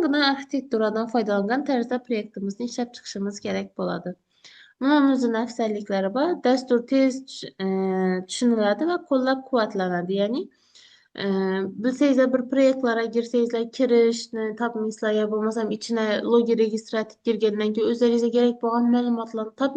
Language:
Uzbek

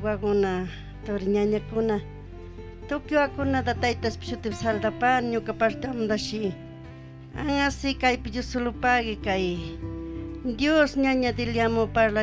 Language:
Chimborazo Highland Quichua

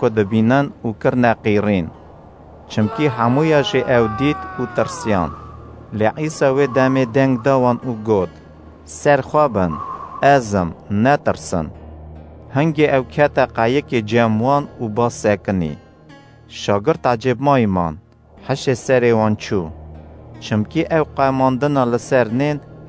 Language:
Kurdish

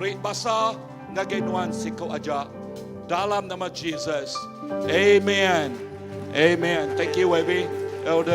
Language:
Iban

